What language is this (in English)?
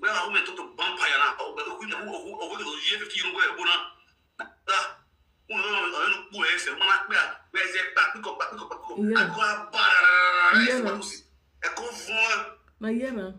Nigerian Pidgin